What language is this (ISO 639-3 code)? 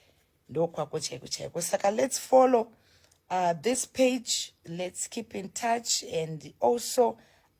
sna